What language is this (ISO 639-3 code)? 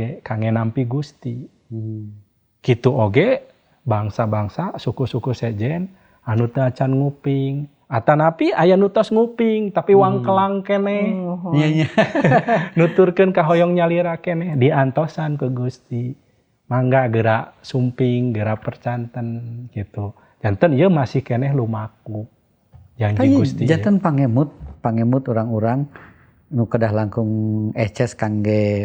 sun